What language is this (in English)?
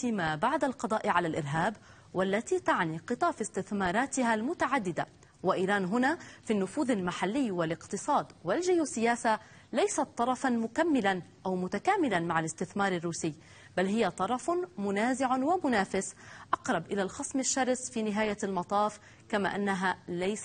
Arabic